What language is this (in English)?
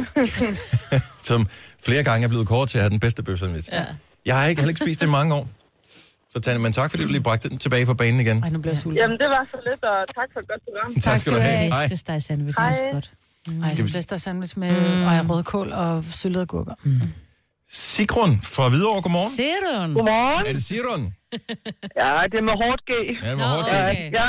Danish